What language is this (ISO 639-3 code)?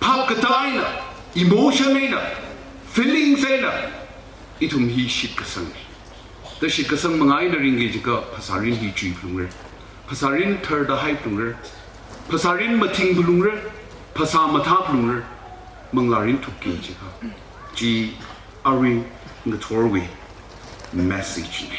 nmf